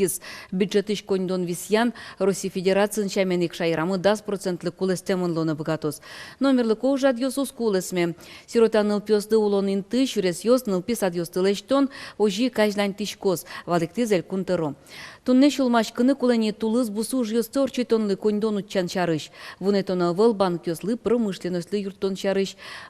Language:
Udmurt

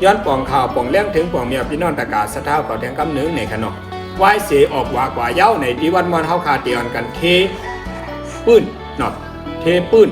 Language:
Shan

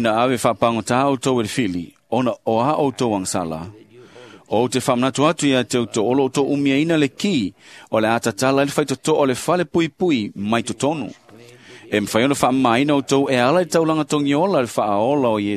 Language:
Samoan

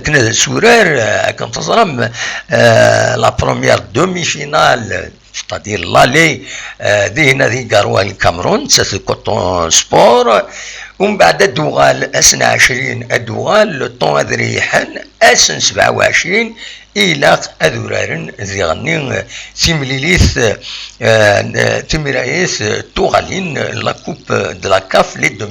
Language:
Kabyle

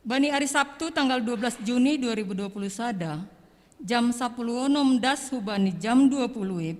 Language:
Batak Simalungun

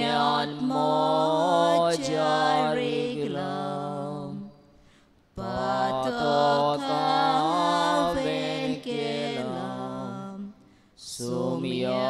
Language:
Konkani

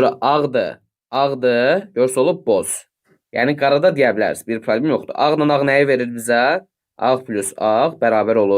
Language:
Azerbaijani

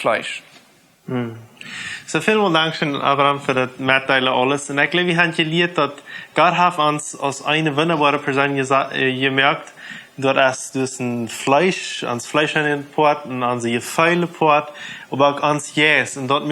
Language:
Plautdietsch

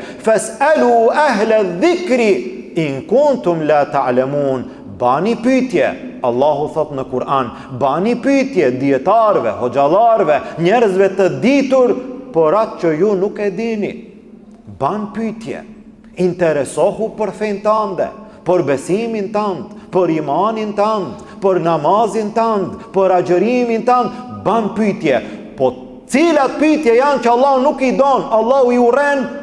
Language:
Albanian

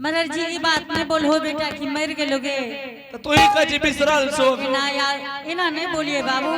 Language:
Angika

